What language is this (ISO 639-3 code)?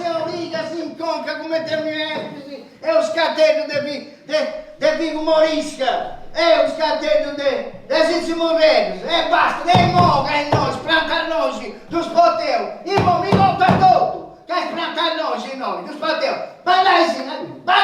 srd